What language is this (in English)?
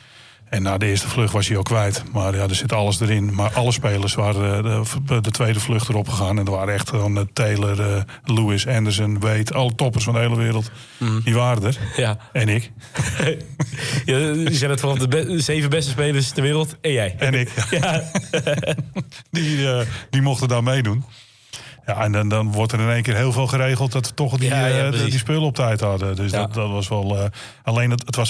Dutch